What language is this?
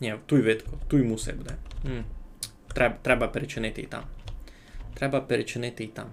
Rusyn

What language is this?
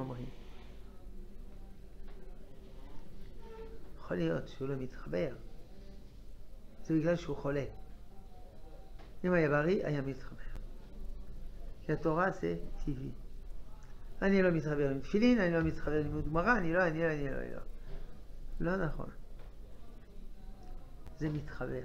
Hebrew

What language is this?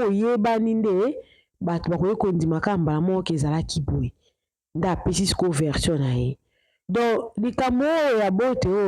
Lingala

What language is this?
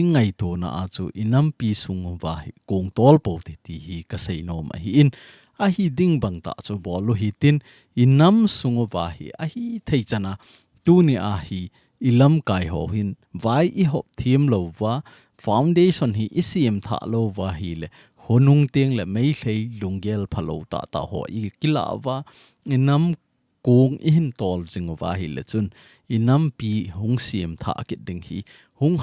Thado Chin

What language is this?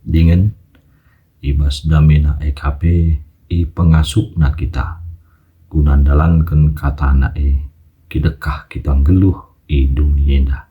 Batak Karo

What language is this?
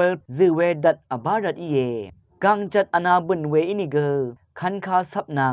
Rawang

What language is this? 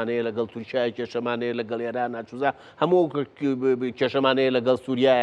Central Kurdish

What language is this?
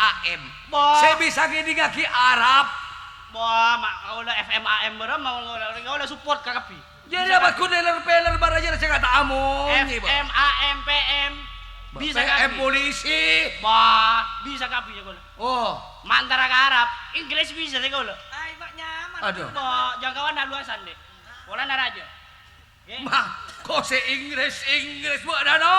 Madurese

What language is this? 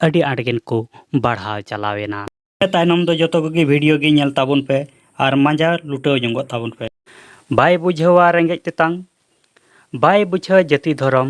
Santali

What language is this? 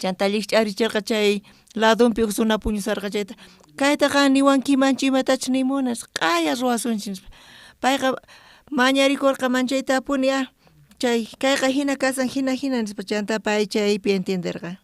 South Bolivian Quechua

